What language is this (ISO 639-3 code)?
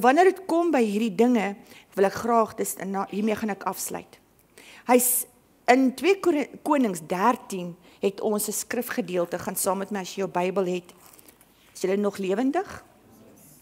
afr